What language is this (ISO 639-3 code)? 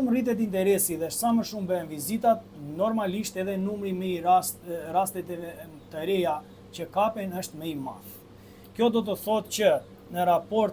sqi